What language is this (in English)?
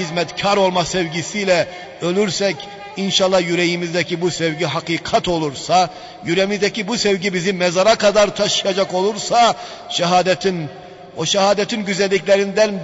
Turkish